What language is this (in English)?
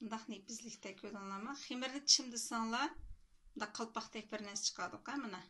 Uyghur